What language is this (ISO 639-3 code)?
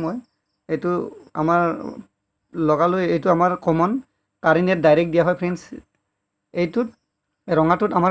asm